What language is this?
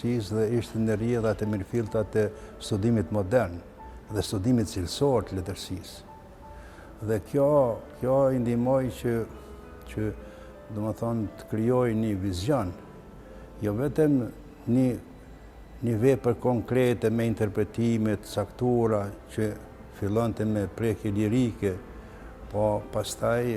Albanian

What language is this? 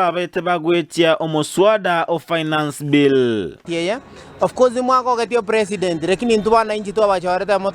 Gusii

